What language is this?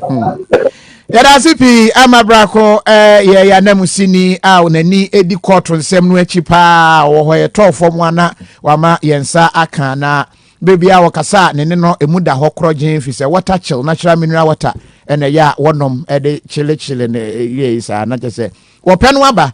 Akan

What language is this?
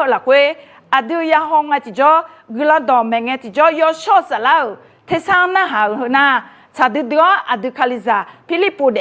Akha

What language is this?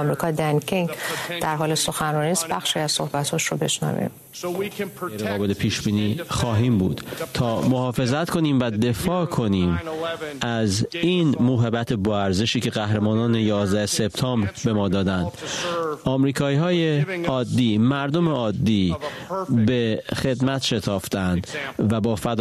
Persian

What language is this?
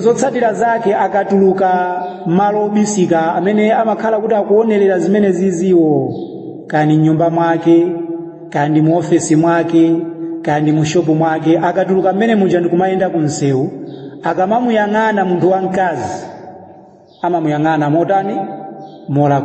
Nyanja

